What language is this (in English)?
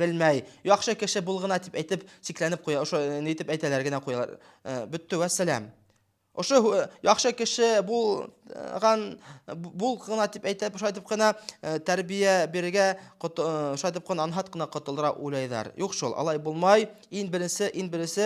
Bashkir